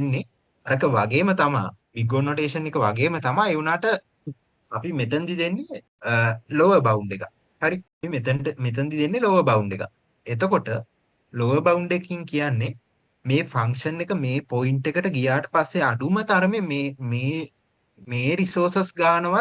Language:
Sinhala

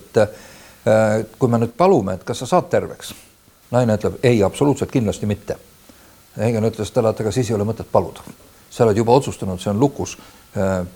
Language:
Estonian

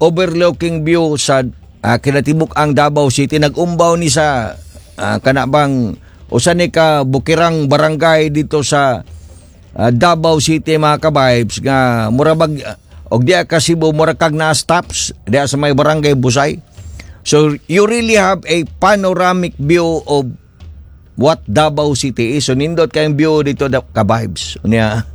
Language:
Cebuano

